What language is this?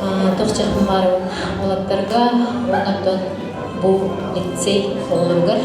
Yakut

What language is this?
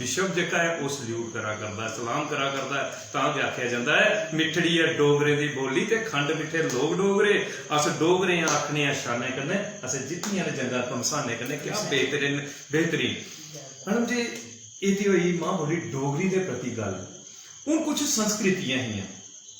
Dogri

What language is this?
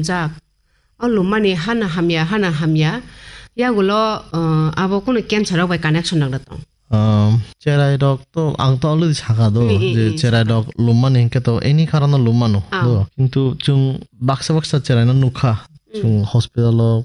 Kok Borok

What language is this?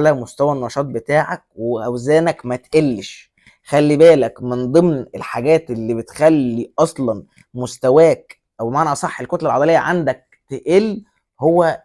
Egyptian Arabic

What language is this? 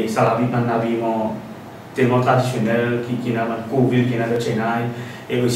Morisyen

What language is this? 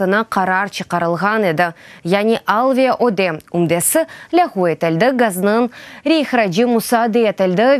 Crimean Tatar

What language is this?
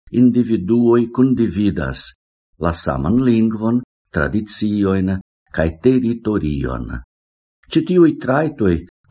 Esperanto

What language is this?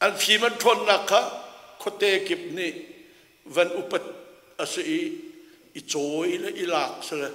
Hakha Chin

